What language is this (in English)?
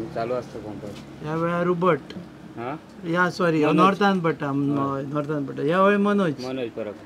Konkani